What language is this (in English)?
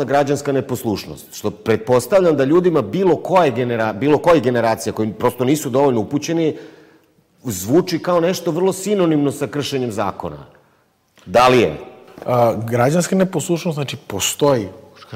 Serbian